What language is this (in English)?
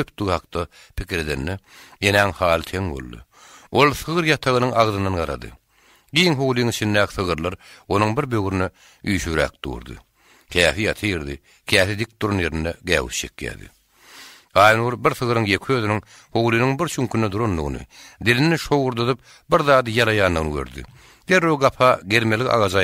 Turkmen